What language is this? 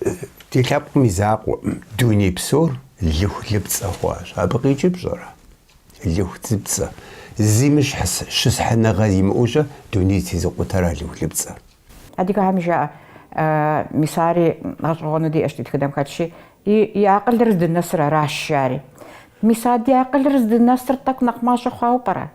Kabardian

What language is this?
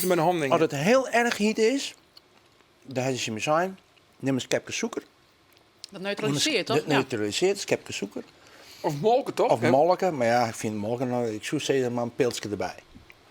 Western Frisian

